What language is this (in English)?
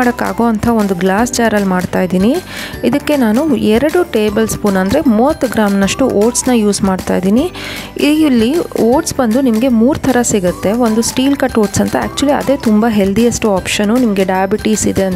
Kannada